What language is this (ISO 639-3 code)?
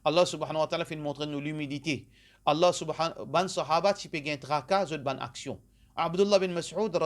mfe